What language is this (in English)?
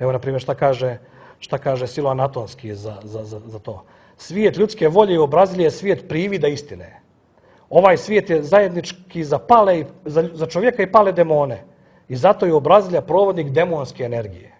Serbian